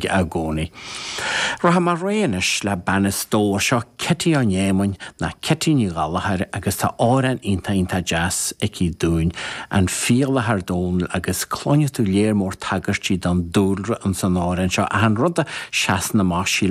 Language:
Irish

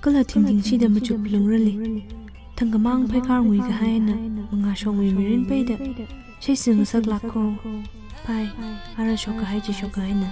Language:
Tangkhul Naga (India)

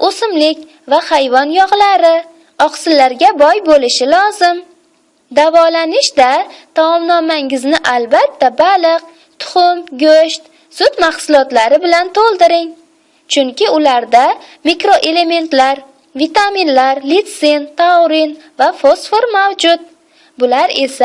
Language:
Uzbek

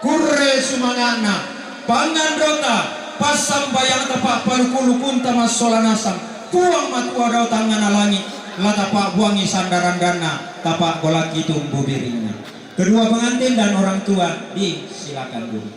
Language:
Toraja-Sa'dan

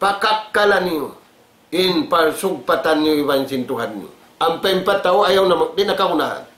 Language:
Tausug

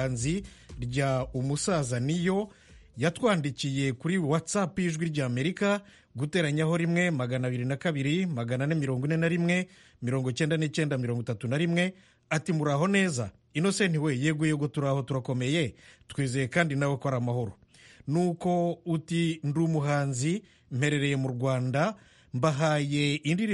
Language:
Kinyarwanda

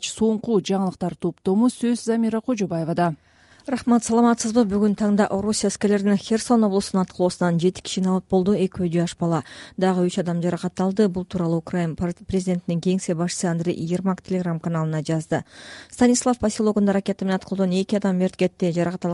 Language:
Kyrgyz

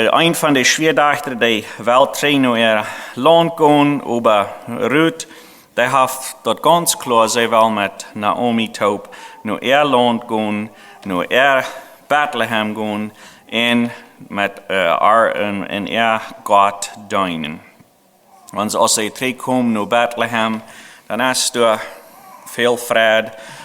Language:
Plautdietsch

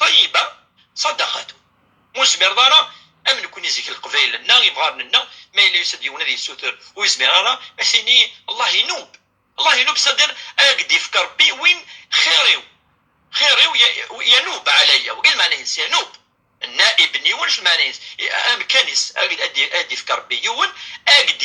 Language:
Kabyle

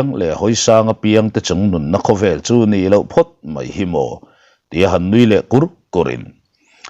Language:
Mizo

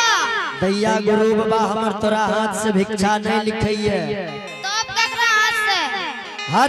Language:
Angika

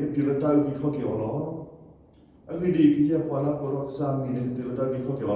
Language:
S'gaw Karen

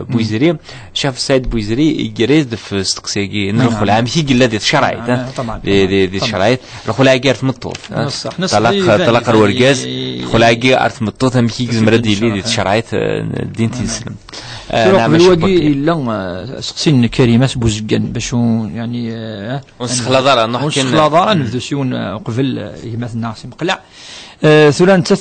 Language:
Kabyle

